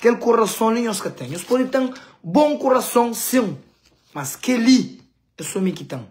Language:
Kabuverdianu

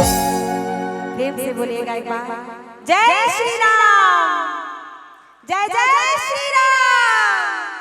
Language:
Sadri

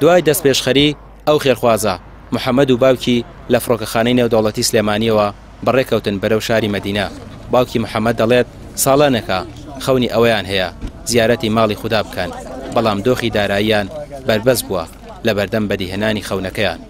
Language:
Central Kurdish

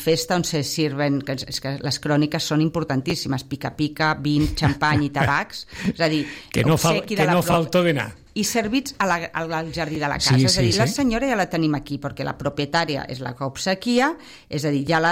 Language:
Catalan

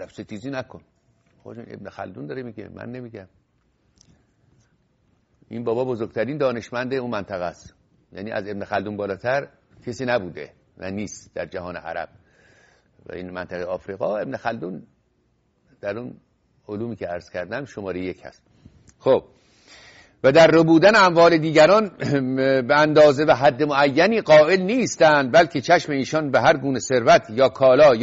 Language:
Persian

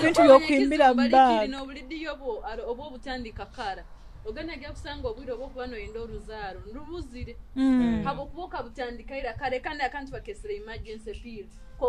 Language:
Nyoro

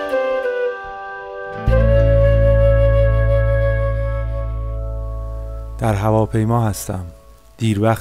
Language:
Persian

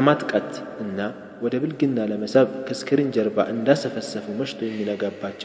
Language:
Amharic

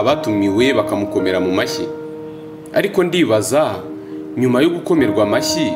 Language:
Kinyarwanda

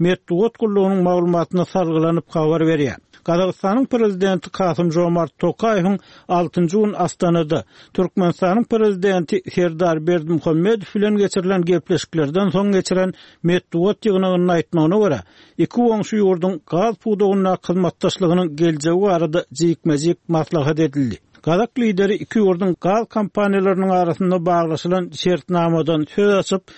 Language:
Turkmen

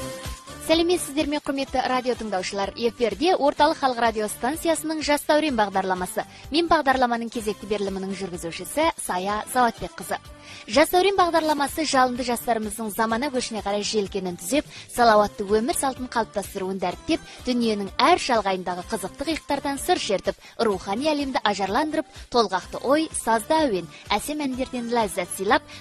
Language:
Kazakh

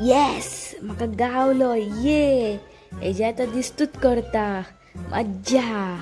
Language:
Konkani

